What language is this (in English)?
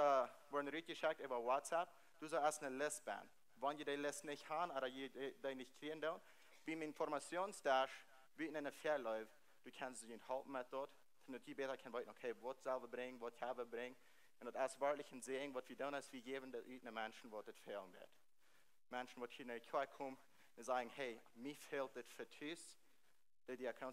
Plautdietsch